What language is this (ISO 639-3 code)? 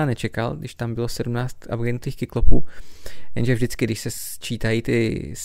ces